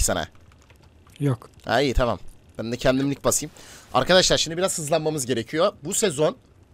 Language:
Turkish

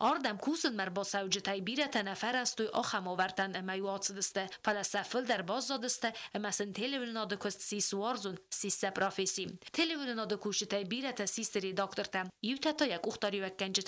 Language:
Ossetic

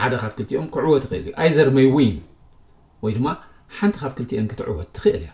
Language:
Tigrinya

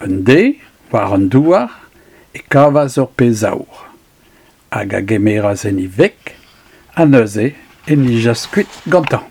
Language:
Breton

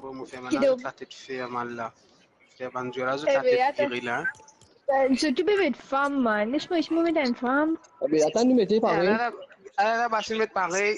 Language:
Morisyen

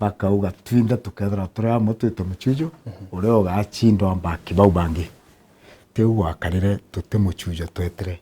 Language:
Meru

